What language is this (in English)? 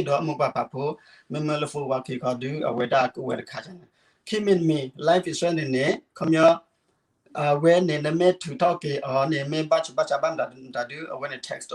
S'gaw Karen